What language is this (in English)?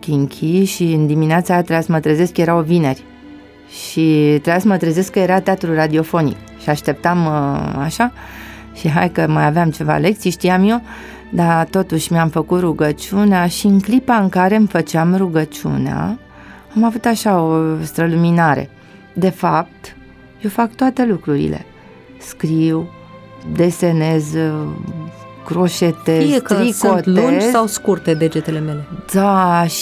Romanian